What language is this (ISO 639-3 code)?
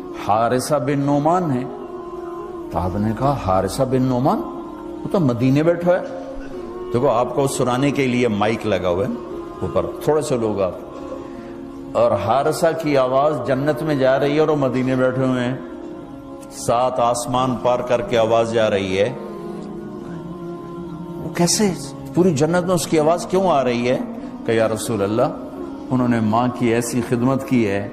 urd